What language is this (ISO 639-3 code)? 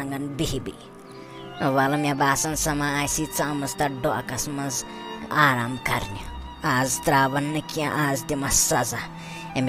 kas